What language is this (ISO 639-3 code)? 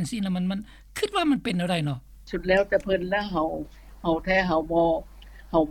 lao